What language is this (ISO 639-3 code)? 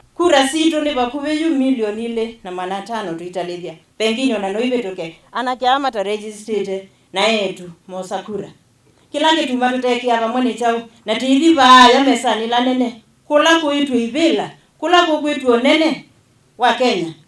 kam